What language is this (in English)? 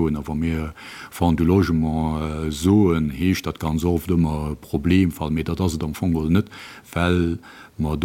Luxembourgish